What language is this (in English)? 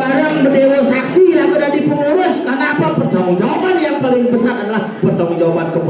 Balinese